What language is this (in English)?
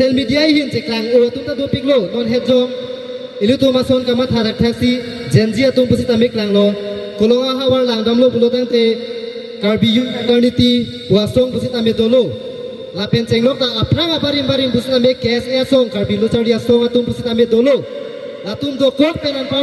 Karbi